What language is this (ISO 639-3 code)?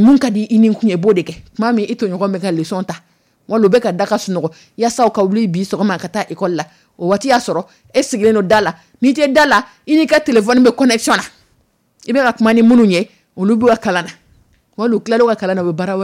dyu